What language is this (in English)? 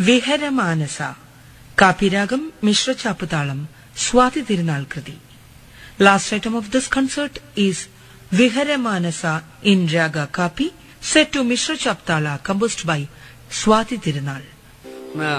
Malayalam